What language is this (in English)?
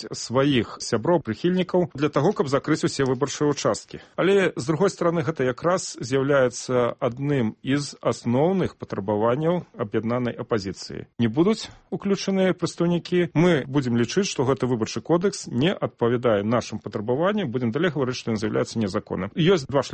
Belarusian